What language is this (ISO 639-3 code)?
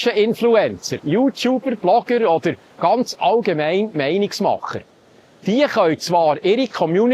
gsw